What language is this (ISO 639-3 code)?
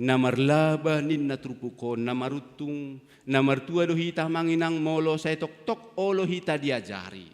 bbc